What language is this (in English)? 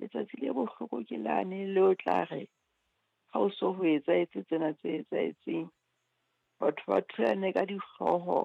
Southern Sotho